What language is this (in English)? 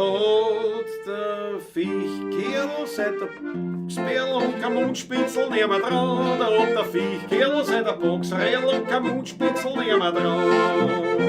Bavarian